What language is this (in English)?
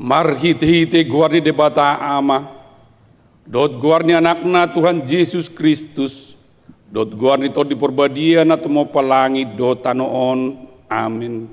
Batak Toba